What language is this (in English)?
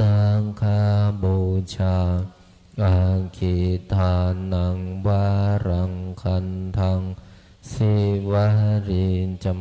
Pali